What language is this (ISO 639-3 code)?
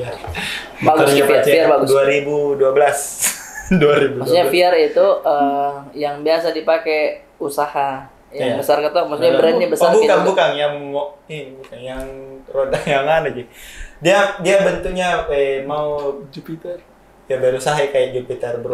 mfp